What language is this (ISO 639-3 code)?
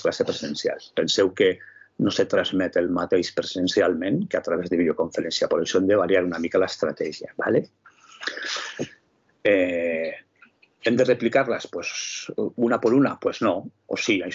cat